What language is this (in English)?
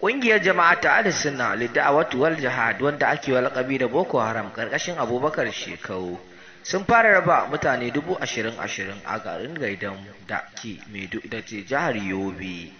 Hausa